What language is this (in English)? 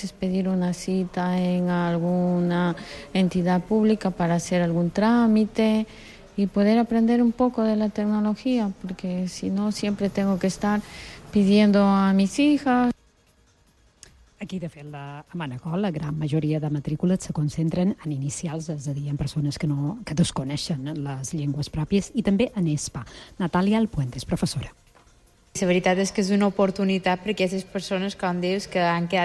Catalan